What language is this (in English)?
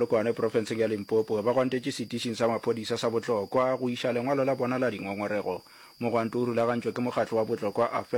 Northern Sotho